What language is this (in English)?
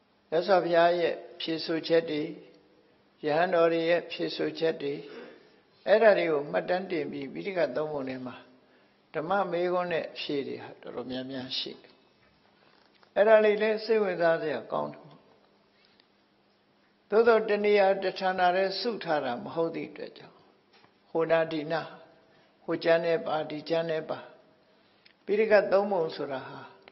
Burmese